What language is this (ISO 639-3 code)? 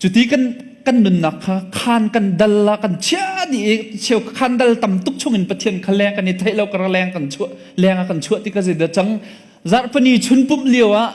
cnh